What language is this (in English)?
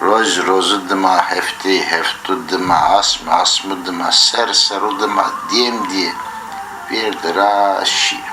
Zaza